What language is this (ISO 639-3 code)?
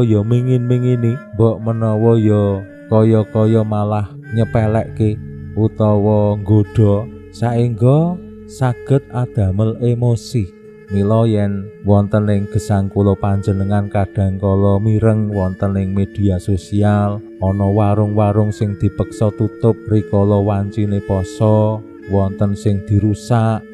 jav